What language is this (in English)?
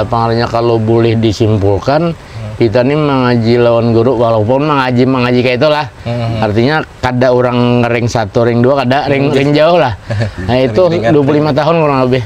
Banjar